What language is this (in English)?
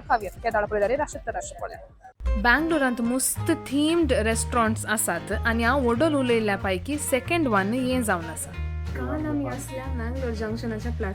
Konkani